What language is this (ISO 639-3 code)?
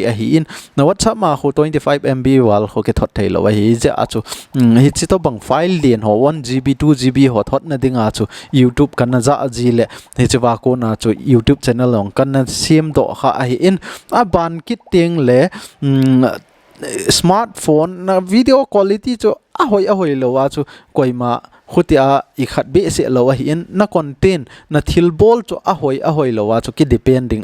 tcz